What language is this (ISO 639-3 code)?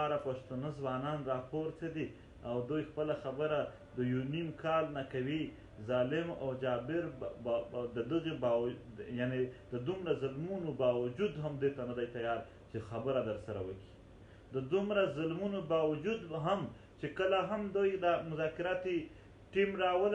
pus